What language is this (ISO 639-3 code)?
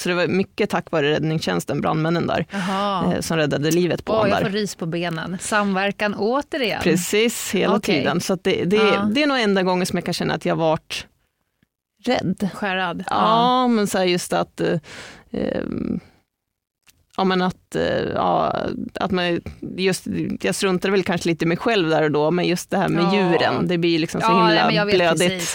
swe